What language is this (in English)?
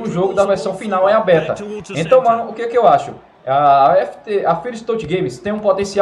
Portuguese